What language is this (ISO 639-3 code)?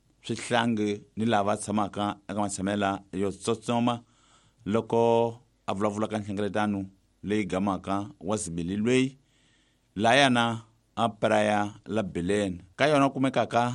tso